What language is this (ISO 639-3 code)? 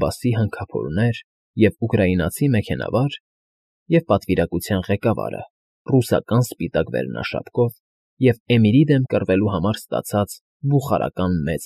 hye